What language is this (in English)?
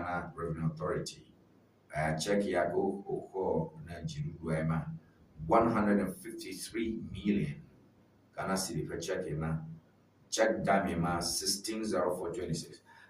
Ewe